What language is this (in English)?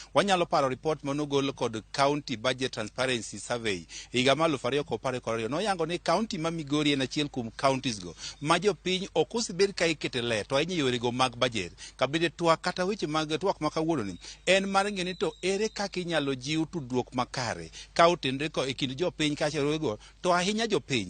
Luo (Kenya and Tanzania)